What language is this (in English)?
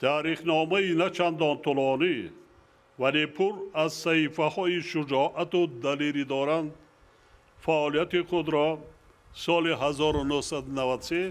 Tajik